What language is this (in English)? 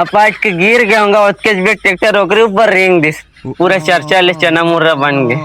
Chhattisgarhi